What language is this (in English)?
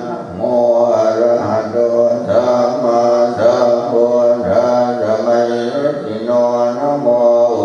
Pali